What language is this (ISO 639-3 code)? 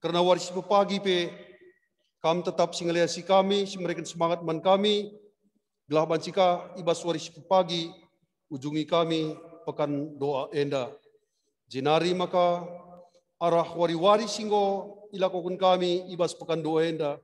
btx